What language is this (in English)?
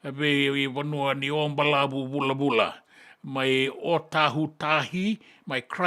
Fijian